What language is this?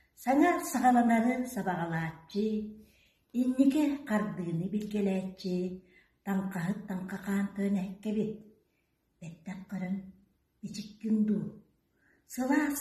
Yakut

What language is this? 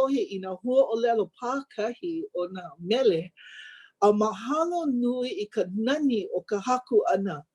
Hawaiian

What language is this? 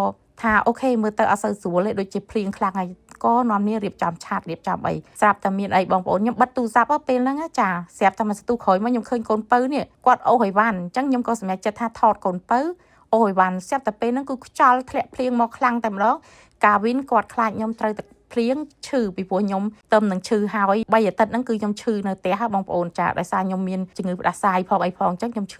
Khmer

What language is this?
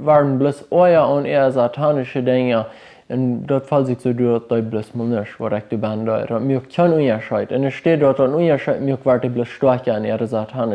Plautdietsch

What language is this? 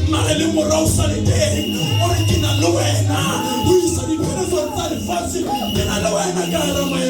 Southern Sotho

